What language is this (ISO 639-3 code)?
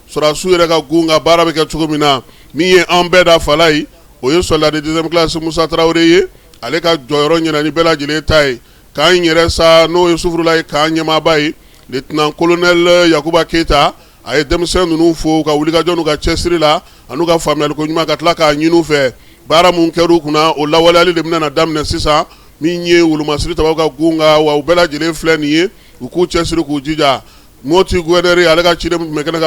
bam